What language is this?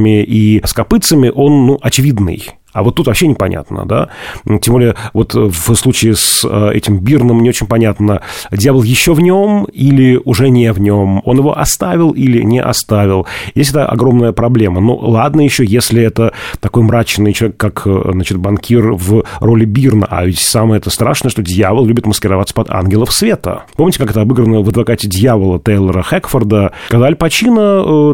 Russian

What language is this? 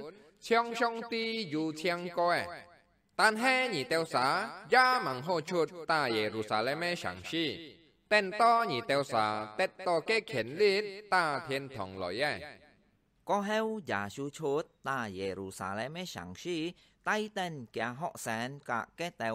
Hakka Chinese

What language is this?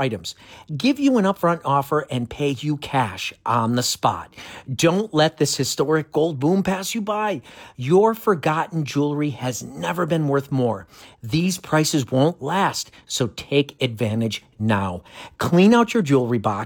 English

